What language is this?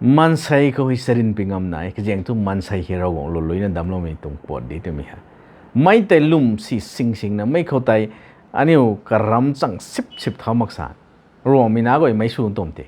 Rongmei Naga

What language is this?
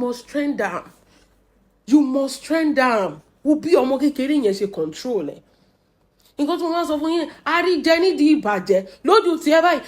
Yoruba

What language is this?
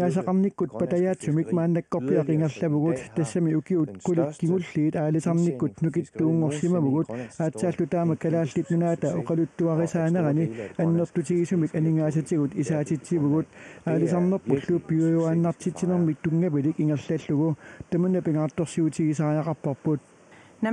Kalaallisut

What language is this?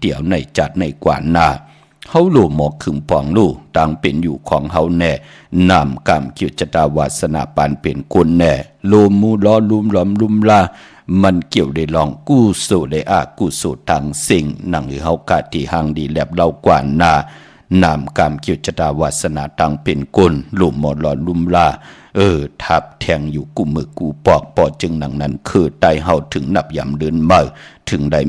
Shan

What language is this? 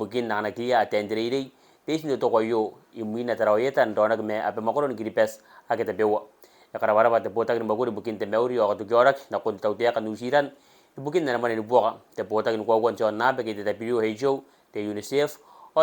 Gilbertese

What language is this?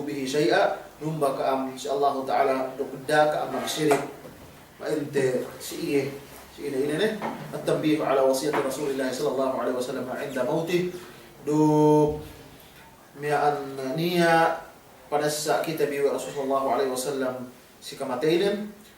Yakan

